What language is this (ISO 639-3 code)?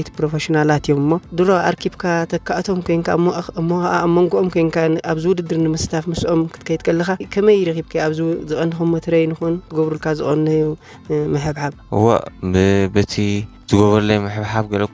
tir